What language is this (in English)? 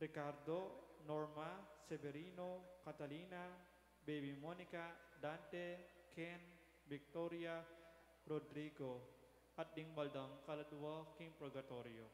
Pampanga